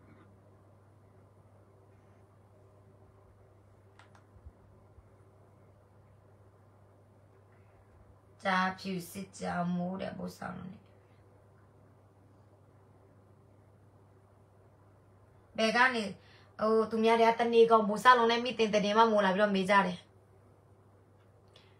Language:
Burmese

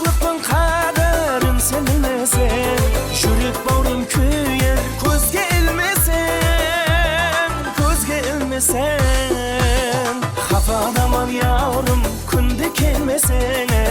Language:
Kara-Kalpak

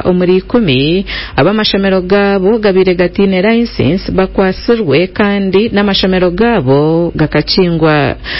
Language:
Nyankole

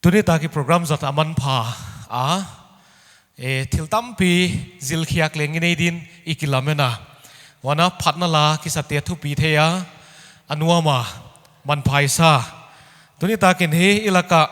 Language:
Paite Chin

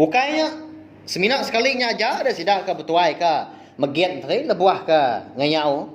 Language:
Iban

